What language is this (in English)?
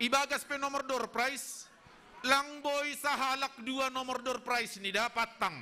Batak Simalungun